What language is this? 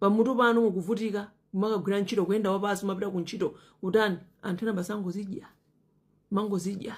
Nyanja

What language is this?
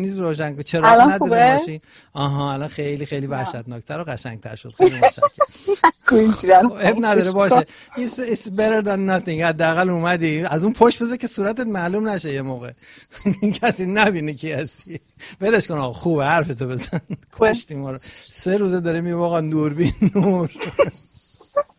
Persian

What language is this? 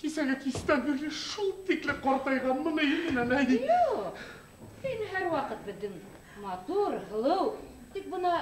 Bashkir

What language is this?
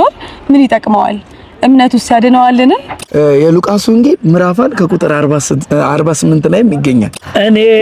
Amharic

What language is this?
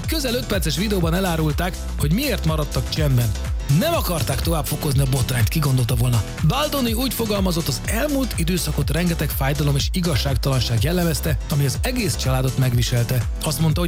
Hungarian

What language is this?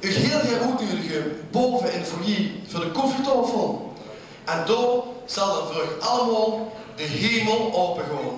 Limburgish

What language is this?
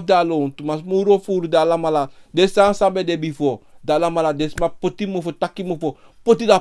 Sranan Tongo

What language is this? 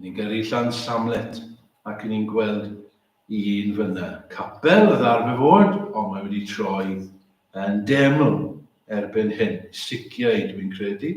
Welsh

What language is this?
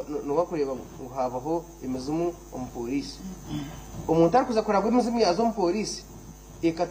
Nyankole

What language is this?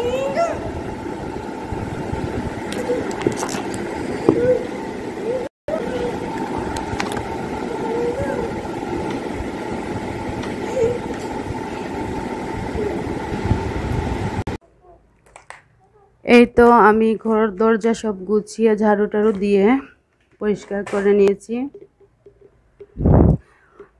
Bangla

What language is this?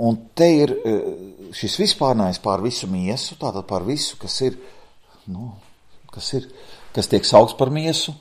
Latvian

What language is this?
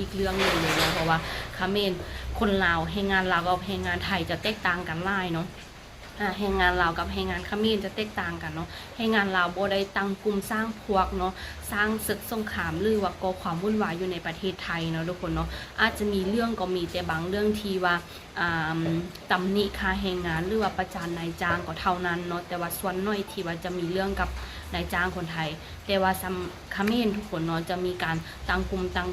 Lao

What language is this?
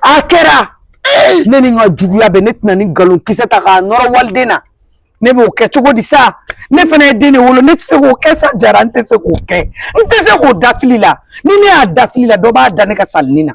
Bambara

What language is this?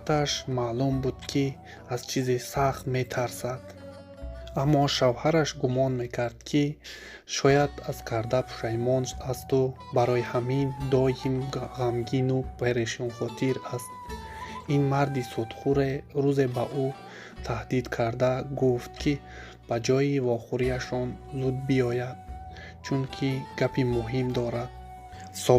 Tajik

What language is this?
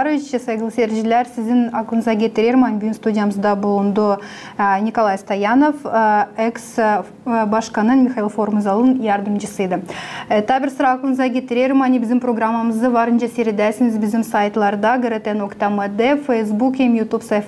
Gagauz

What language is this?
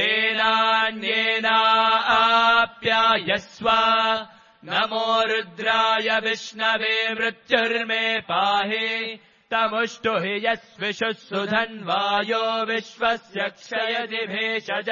Sanskrit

